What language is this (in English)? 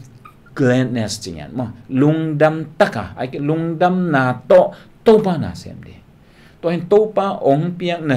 Tedim Chin